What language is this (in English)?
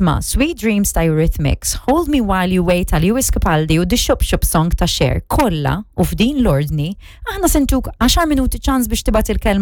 Maltese